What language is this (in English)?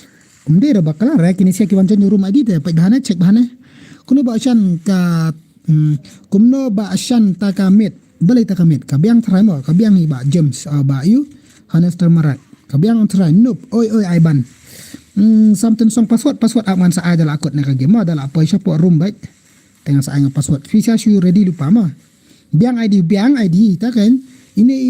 Khasi